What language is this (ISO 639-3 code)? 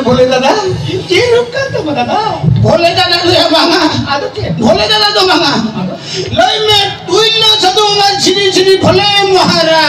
sat